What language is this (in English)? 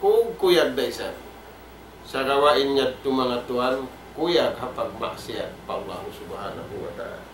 Tausug